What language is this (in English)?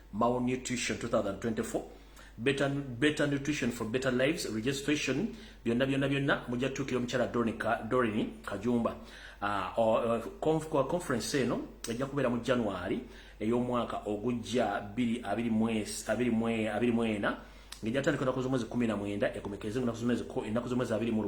Ganda